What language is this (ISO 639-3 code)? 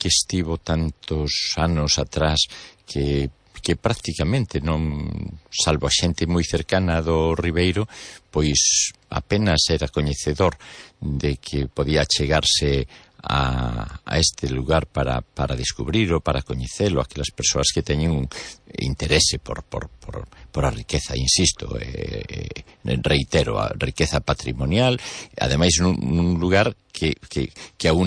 glg